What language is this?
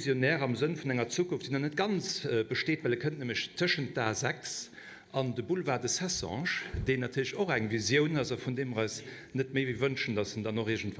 Luxembourgish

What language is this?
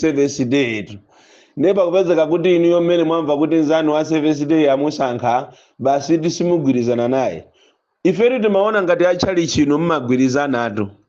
Nyanja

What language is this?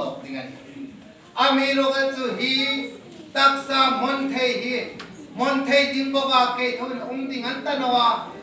Hmar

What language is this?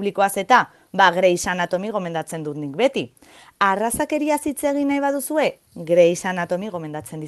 Basque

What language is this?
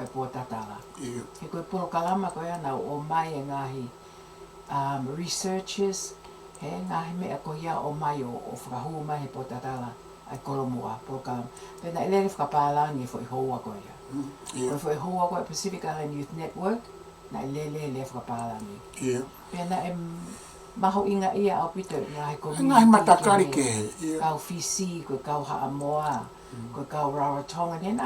Tongan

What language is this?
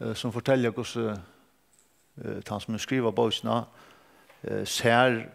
Faroese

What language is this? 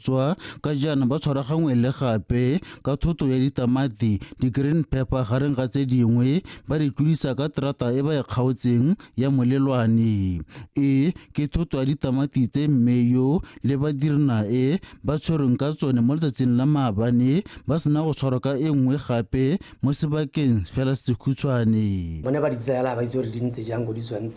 Tswana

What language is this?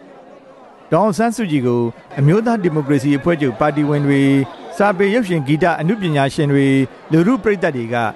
Burmese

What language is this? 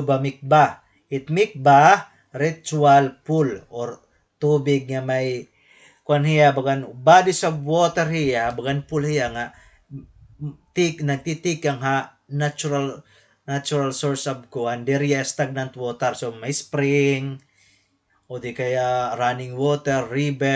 Waray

